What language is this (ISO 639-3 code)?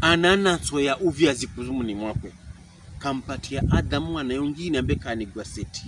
pkb